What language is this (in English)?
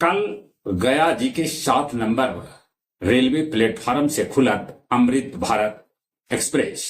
Magahi